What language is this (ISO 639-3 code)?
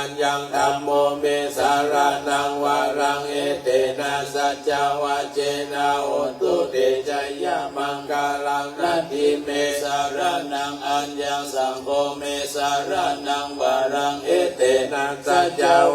pli